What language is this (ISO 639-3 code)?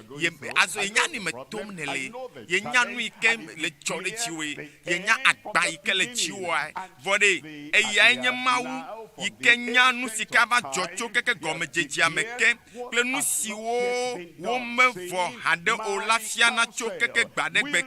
ewe